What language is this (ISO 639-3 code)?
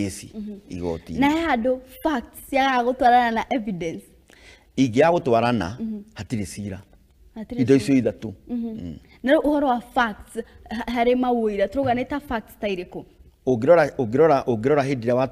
kik